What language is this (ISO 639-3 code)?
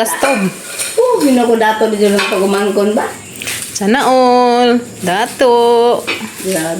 ceb